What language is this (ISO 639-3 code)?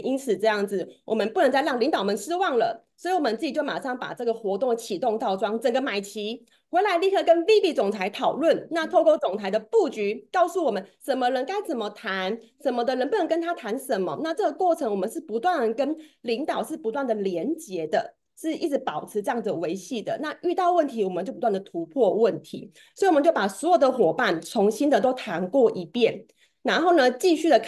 zho